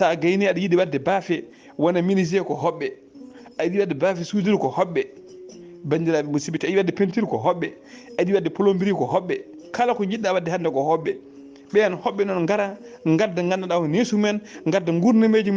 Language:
Fula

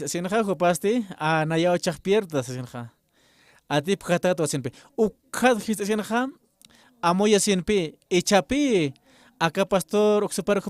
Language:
Aymara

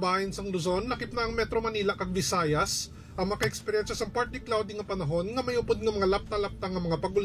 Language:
Hiligaynon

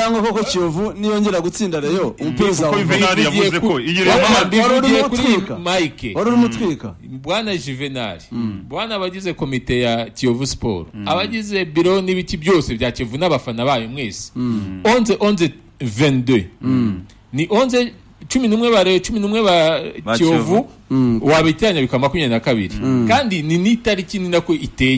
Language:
Kinyarwanda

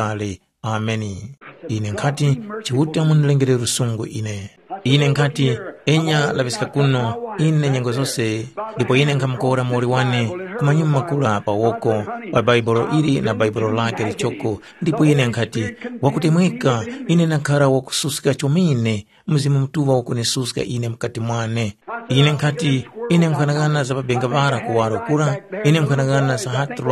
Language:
Tumbuka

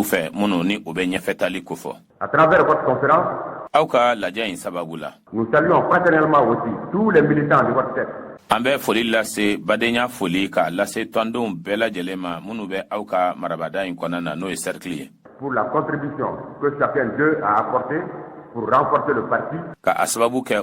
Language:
Bambara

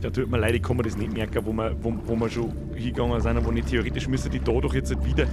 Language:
Bavarian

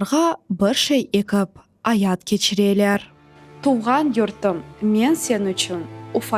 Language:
Crimean Tatar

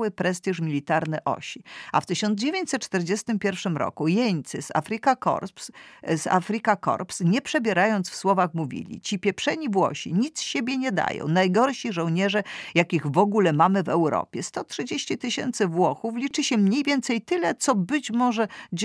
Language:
Polish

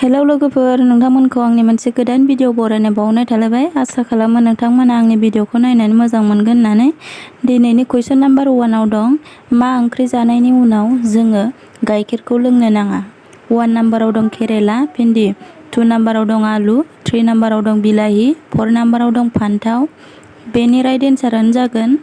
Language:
Bodo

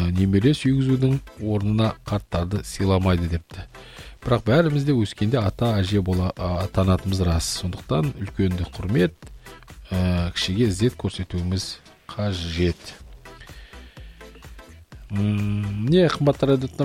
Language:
Kazakh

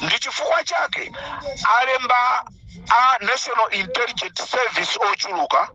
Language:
Nyanja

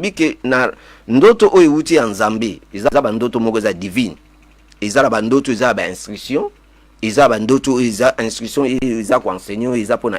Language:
Lingala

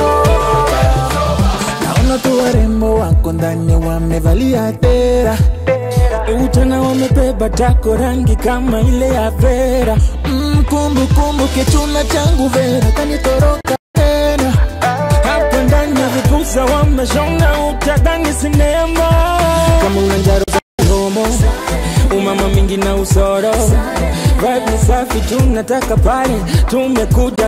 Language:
Swahili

